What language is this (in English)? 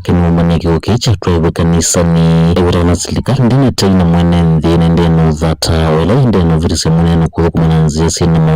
Kamba